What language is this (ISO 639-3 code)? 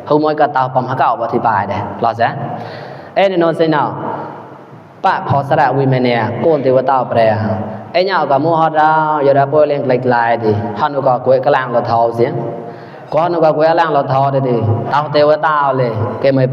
mnw